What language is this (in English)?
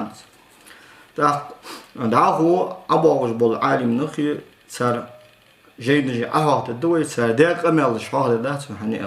Ingush